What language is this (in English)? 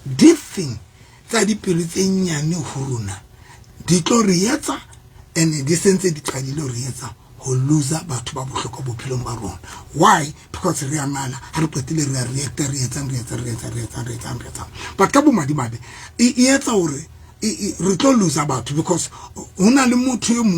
Southern Sotho